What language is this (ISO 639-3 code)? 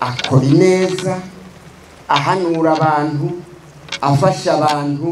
run